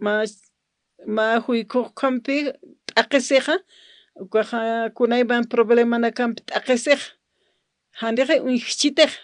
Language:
Aymara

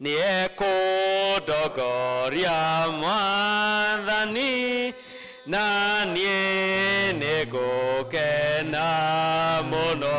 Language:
Kikuyu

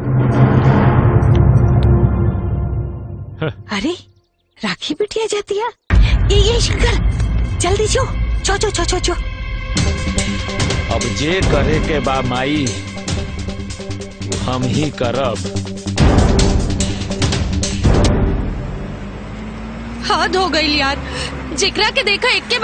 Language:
Bhojpuri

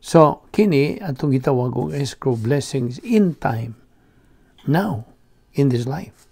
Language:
Cebuano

